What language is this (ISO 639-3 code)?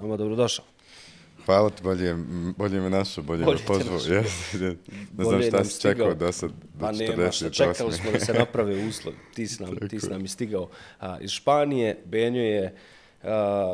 bos